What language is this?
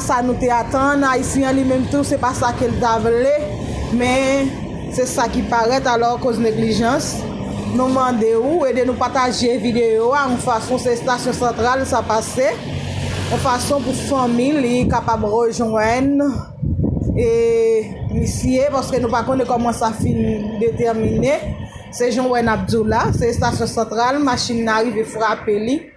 Haitian Creole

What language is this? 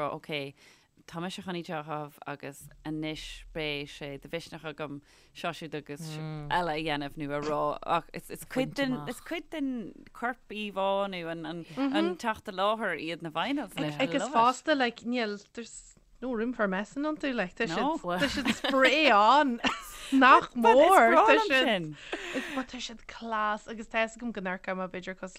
Irish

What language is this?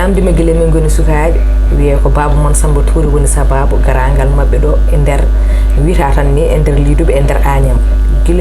Fula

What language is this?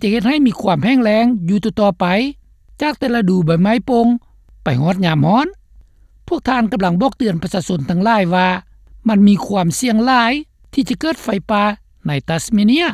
Lao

